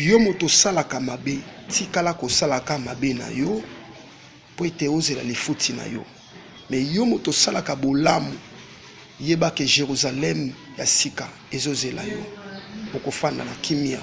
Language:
Lingala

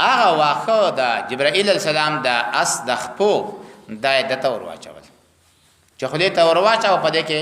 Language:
Pashto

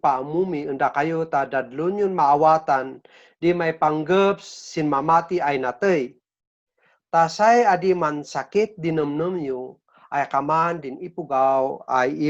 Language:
Kankanaey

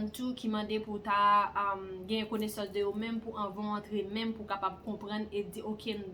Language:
Haitian Creole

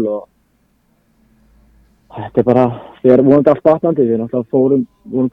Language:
Icelandic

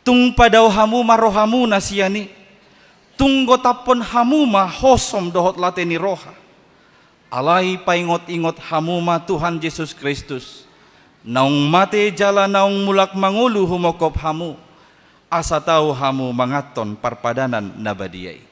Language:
Batak Toba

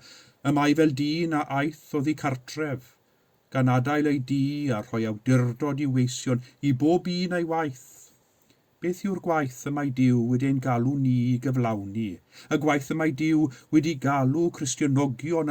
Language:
Welsh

